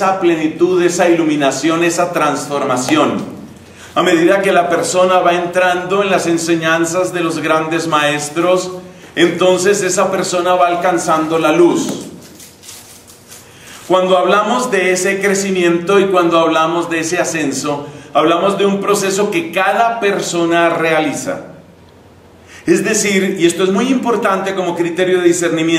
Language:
Spanish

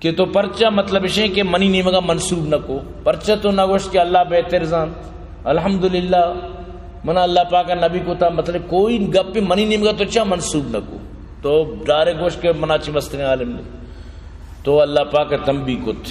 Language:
Baluchi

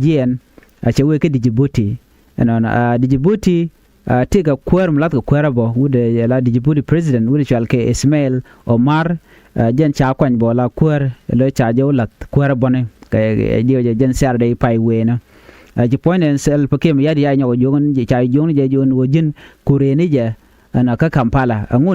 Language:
Nuer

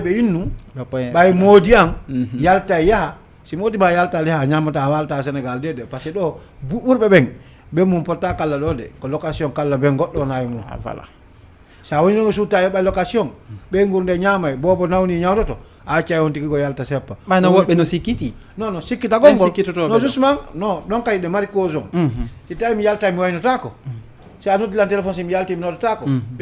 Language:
Fula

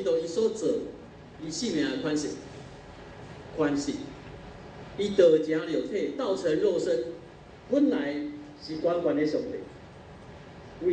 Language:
Min Nan Chinese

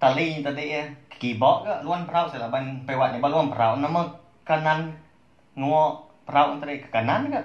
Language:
Iban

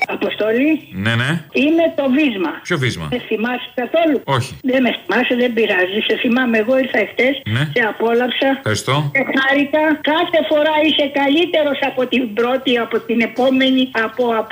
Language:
Greek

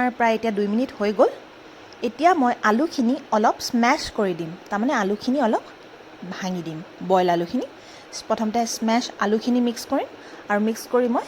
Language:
Assamese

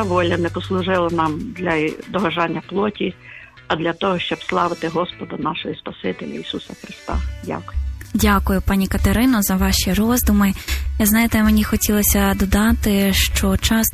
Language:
Ukrainian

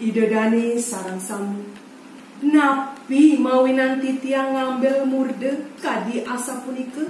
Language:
Balinese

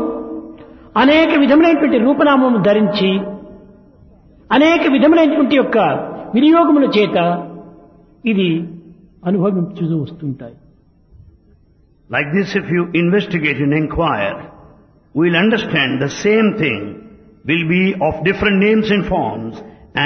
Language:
Telugu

